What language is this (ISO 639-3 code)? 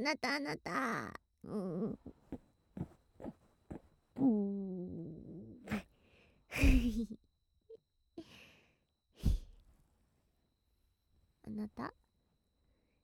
jpn